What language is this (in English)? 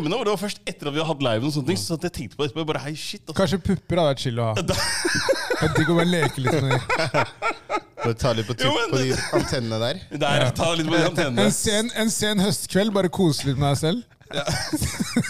Norwegian